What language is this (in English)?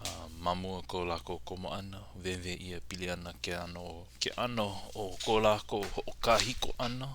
Hawaiian